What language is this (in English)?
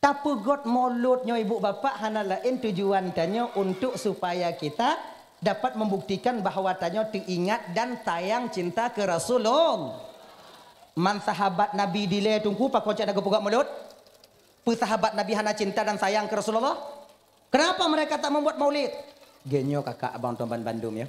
Achinese